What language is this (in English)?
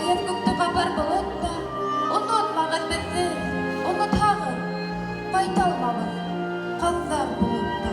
Bashkir